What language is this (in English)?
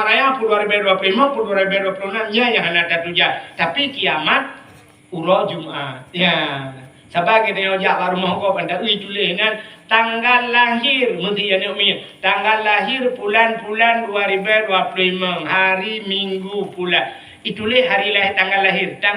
Achinese